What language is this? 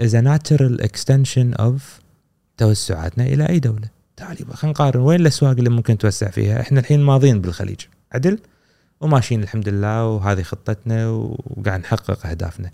Gulf Arabic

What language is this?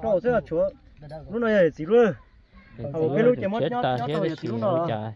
Hmong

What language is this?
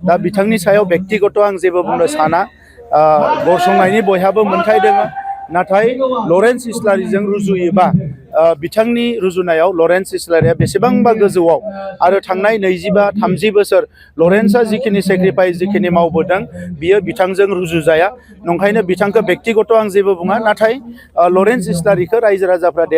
Bodo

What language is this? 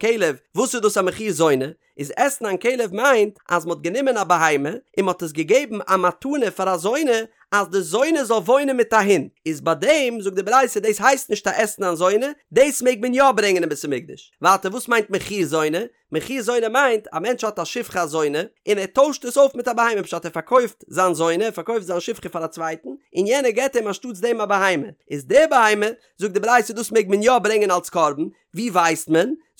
Yiddish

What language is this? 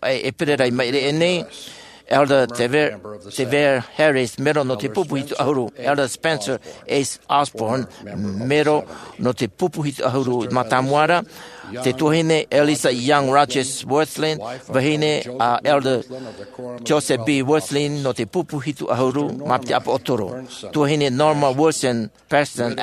Tahitian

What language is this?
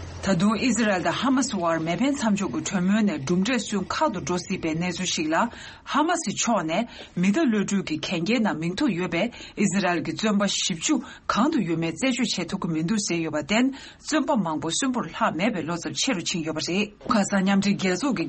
Tibetan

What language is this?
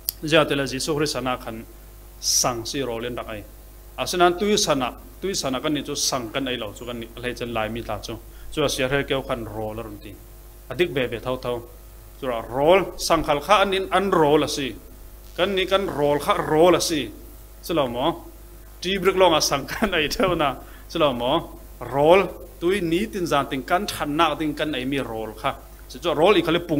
Falam Chin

